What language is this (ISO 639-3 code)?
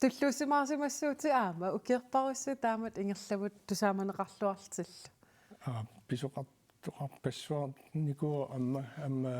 kal